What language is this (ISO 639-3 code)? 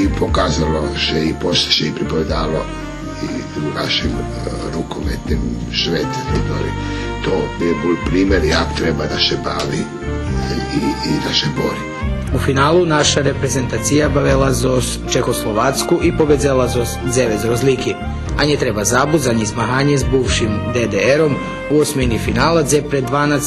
rue